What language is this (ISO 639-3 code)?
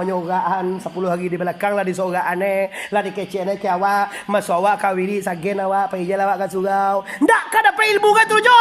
min